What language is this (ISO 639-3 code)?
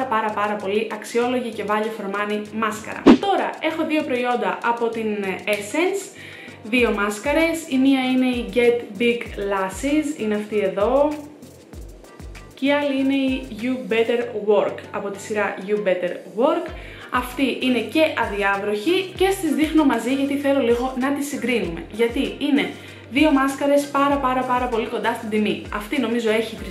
ell